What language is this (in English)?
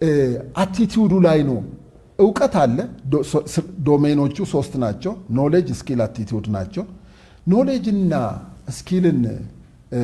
Amharic